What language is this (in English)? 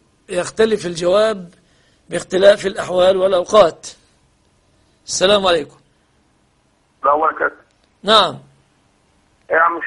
Arabic